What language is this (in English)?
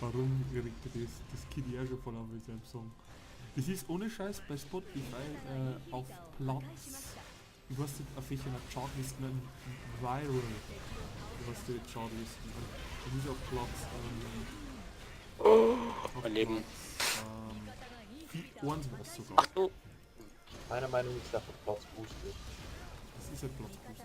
Bavarian